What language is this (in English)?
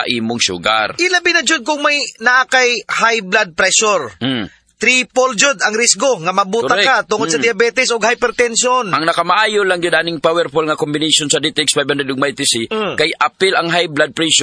Cebuano